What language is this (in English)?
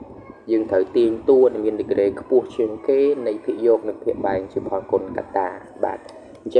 Khmer